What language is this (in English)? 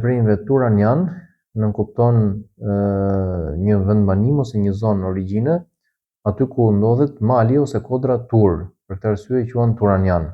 Albanian